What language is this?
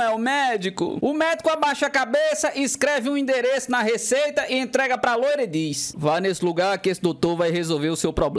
Portuguese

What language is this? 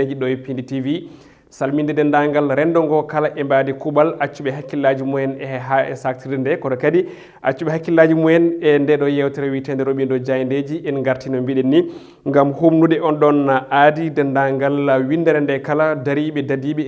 Fula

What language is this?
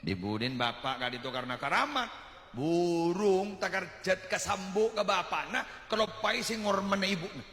Madurese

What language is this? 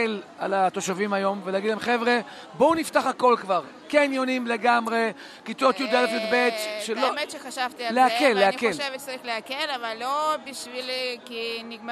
Hebrew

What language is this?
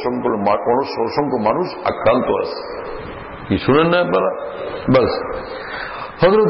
Bangla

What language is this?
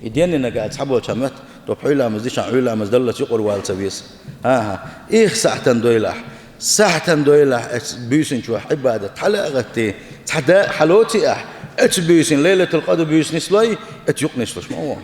Chechen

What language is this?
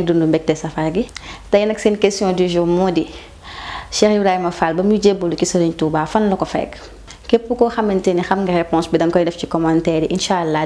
Wolof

